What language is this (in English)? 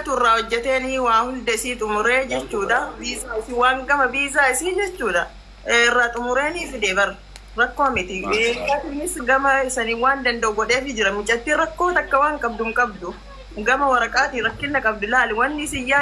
Oromo